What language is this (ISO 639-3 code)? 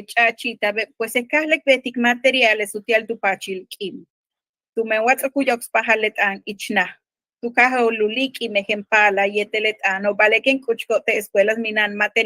yua